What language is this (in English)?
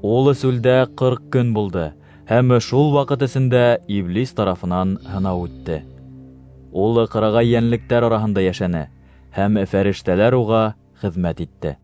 Bashkir